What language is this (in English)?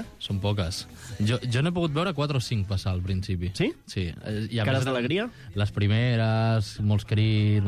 Catalan